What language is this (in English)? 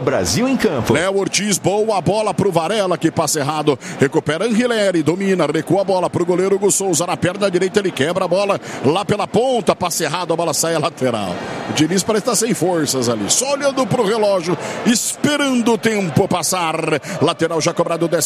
Portuguese